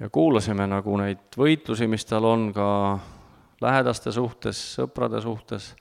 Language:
Estonian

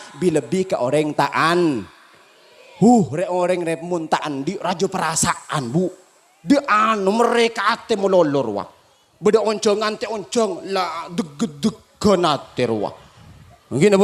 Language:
Madurese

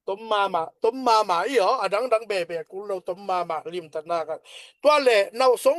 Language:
Tedim Chin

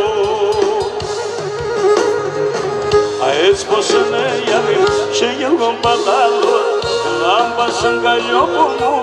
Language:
Greek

